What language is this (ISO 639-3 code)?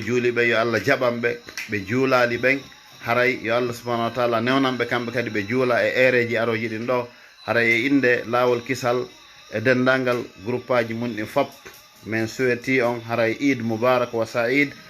fuf